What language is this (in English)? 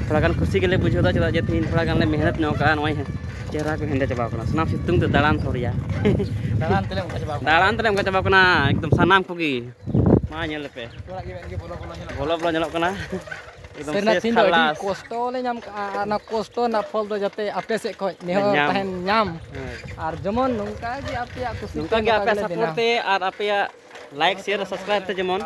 Santali